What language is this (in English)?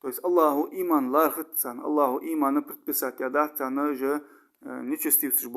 Ingush